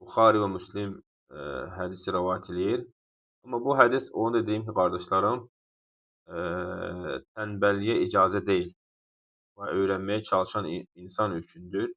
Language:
Azerbaijani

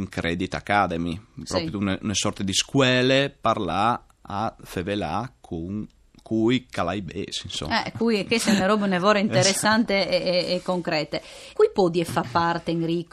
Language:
Friulian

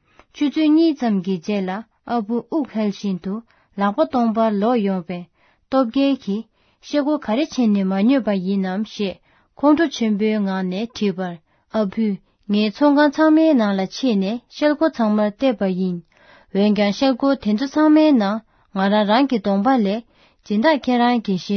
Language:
Tibetan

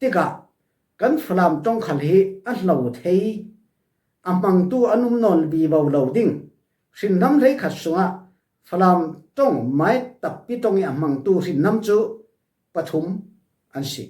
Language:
Falam Chin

